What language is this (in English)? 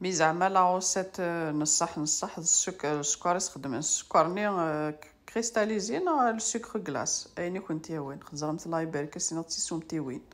Kabyle